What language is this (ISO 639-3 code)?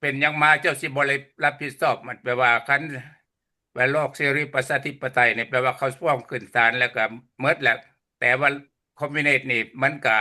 lao